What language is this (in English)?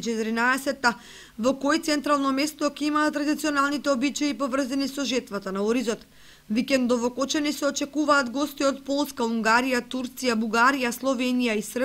Macedonian